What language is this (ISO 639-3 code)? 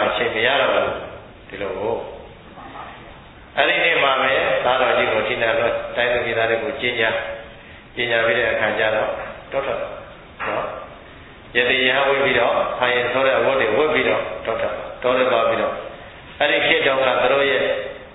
mya